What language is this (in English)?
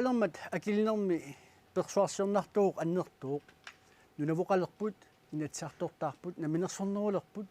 Kalaallisut